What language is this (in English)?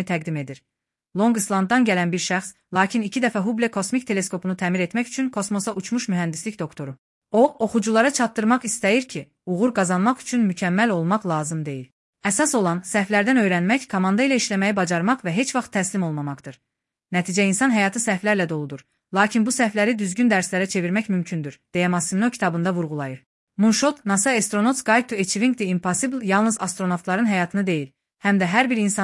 Azerbaijani